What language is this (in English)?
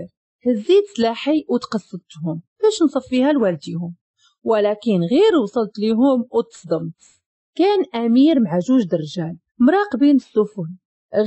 Moroccan Arabic